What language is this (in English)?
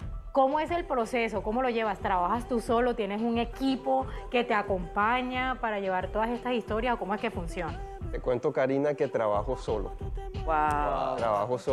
Spanish